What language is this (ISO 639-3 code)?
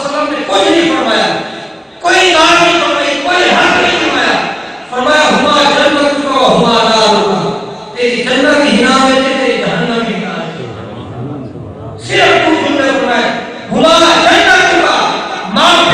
skr